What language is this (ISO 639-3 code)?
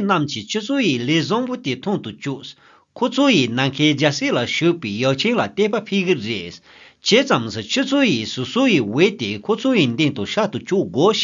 bod